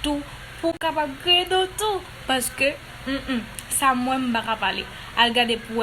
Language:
Haitian Creole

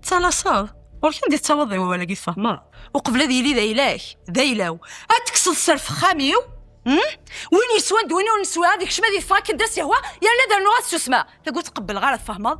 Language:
Kabyle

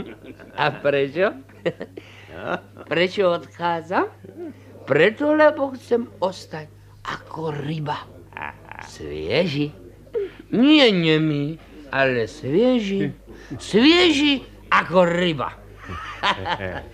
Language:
Slovak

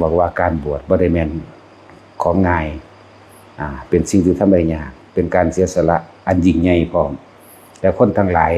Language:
Northeastern Thai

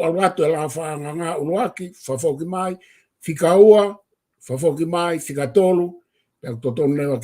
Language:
Tongan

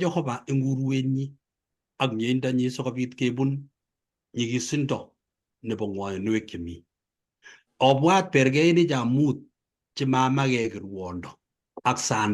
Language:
Kalenjin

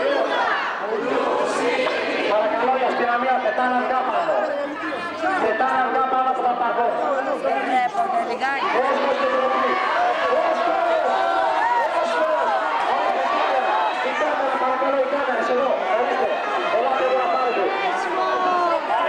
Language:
Greek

